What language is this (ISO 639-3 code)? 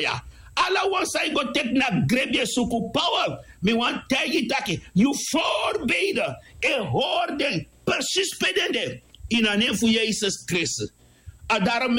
srn